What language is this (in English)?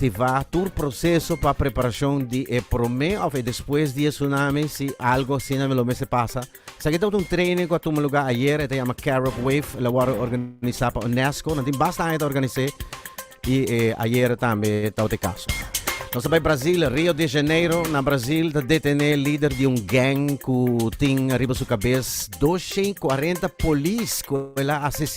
Papiamento